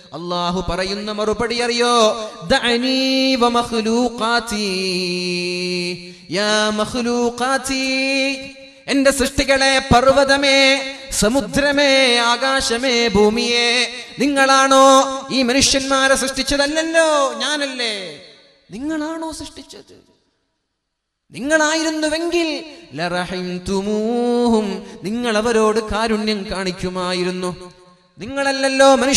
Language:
Malayalam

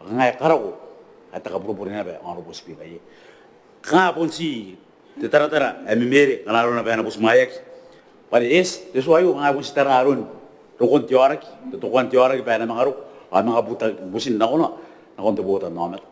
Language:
Gilbertese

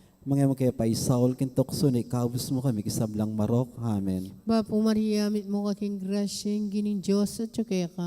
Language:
Pampanga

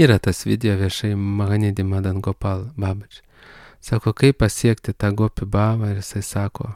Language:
Lithuanian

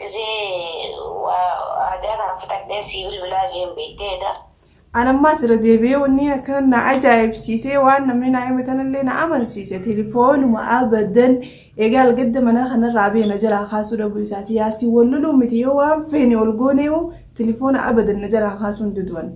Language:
Oromo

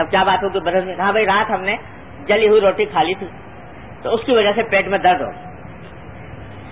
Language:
Urdu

